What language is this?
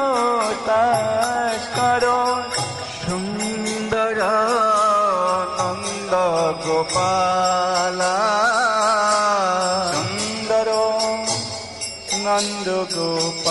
Bangla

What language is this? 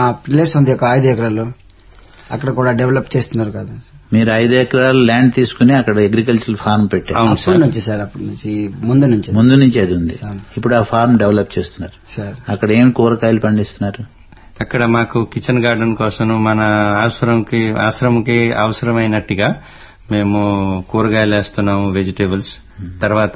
Telugu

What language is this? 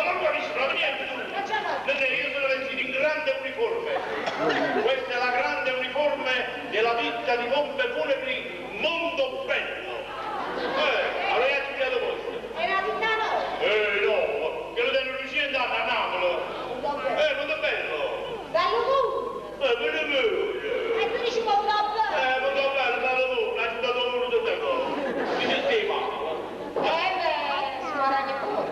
Neapolitan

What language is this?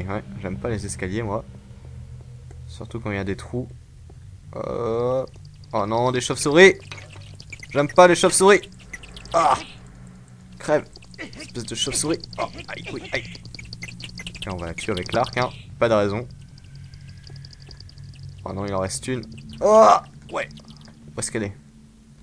French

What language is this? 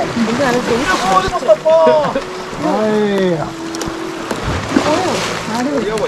Malayalam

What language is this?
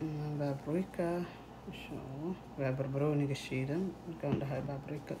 Somali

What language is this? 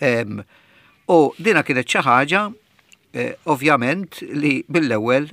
Maltese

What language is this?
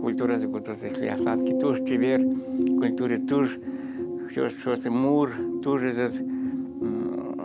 Udmurt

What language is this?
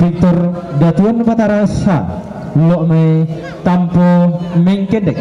Toraja-Sa'dan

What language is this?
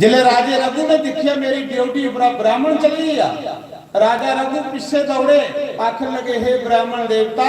Dogri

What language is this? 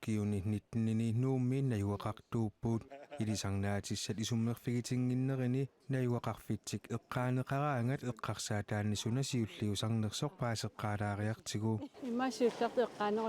Kalaallisut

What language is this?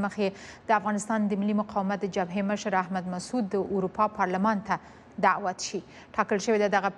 Pashto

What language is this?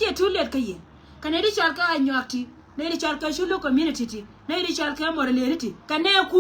Nuer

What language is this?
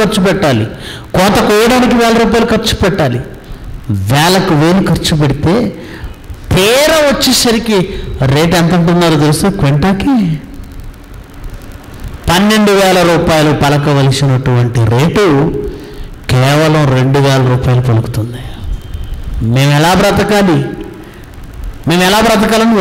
Telugu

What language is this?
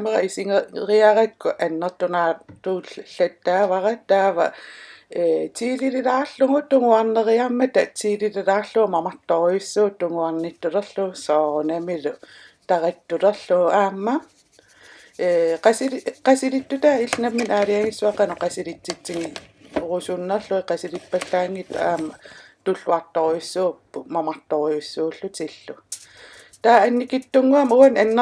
Kalaallisut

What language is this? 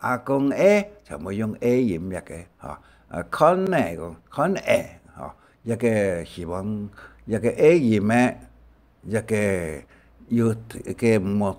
Hakka Chinese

